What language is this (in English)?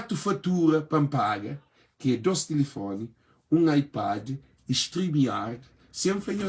Kabuverdianu